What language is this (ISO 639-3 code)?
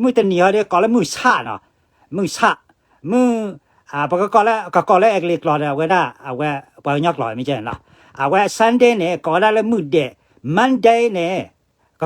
ksw